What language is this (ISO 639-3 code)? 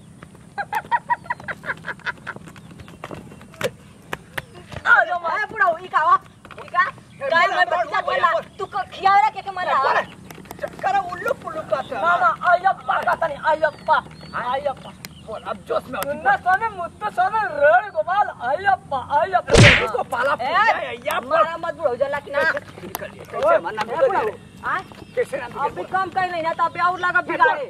bho